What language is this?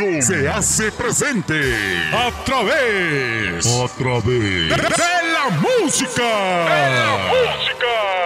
Spanish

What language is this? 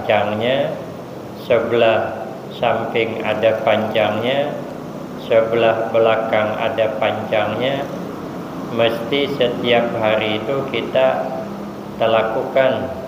Banjar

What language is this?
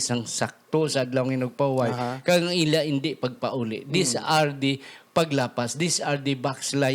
Hiligaynon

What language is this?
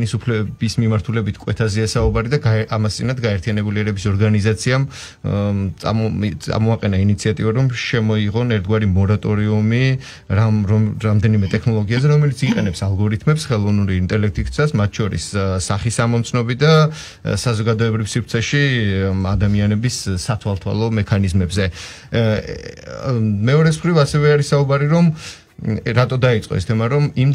Georgian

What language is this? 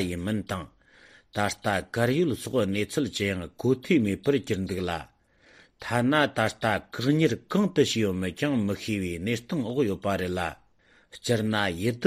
Tibetan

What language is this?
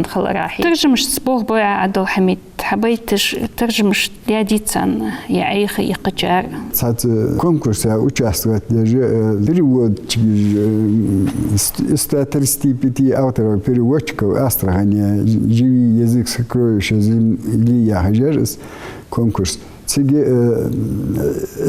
Ingush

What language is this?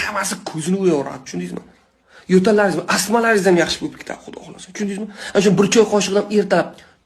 Uzbek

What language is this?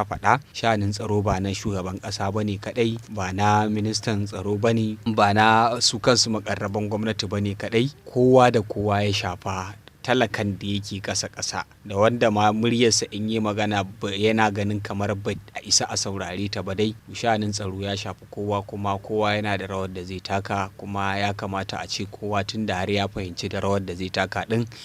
Hausa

